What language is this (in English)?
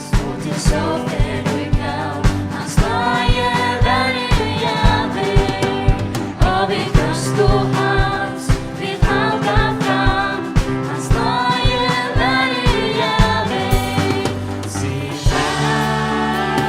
Faroese